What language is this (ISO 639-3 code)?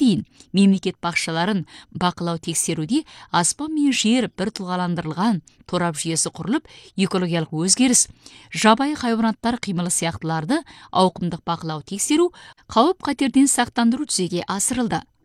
kaz